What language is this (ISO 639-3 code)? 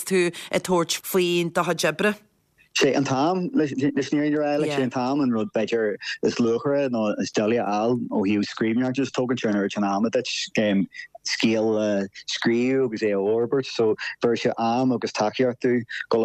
gle